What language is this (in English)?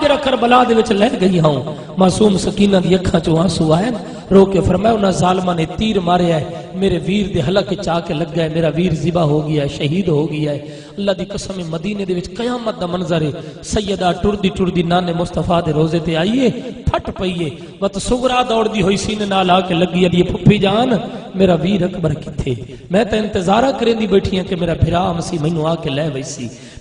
Saraiki